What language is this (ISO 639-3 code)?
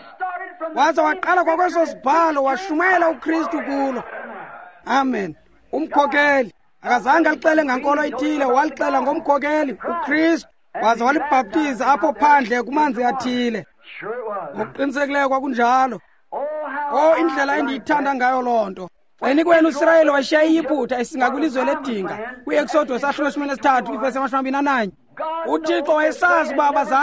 xho